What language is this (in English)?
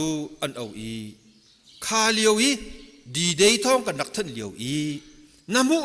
Hakha Chin